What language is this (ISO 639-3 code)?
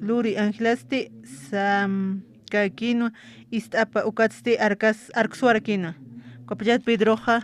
aym